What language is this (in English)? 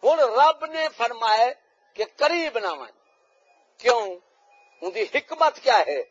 Saraiki